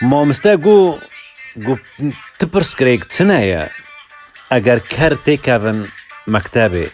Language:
Kurdish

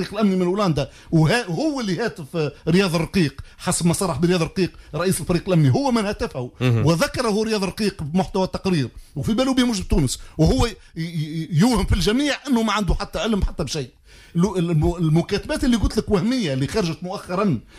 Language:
Tunisian Arabic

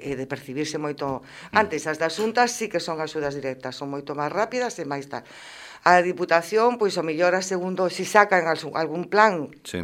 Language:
Galician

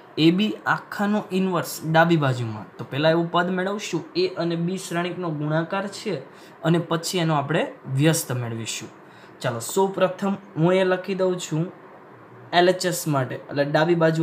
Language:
Gujarati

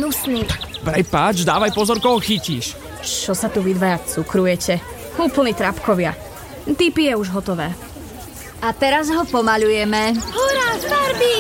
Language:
Slovak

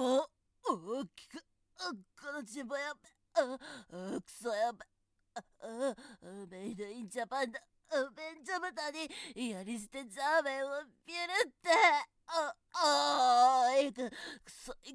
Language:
Japanese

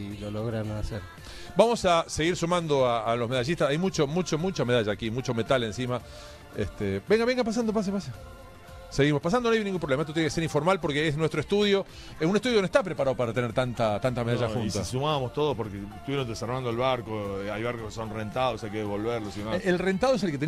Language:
Spanish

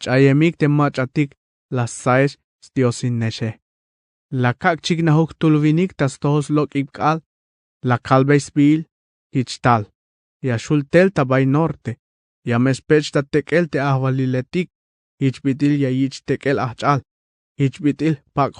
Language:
Tzeltal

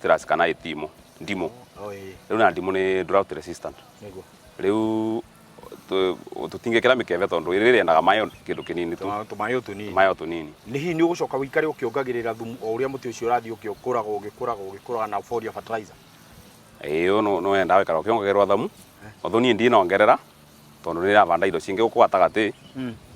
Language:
Kikuyu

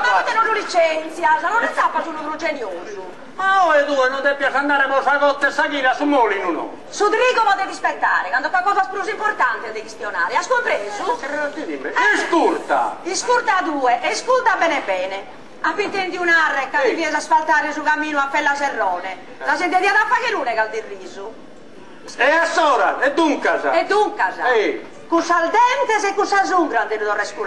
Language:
Sardinian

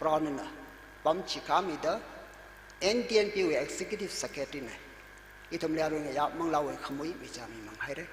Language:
Tangkhul Naga (India)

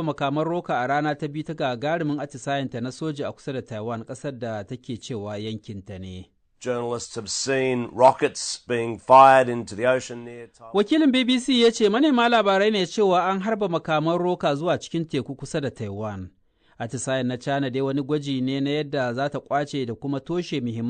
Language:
Hausa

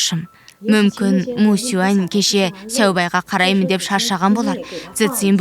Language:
Kazakh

